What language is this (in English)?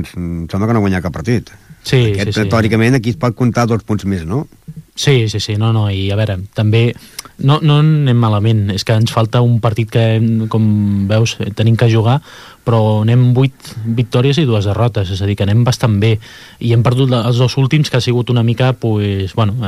Catalan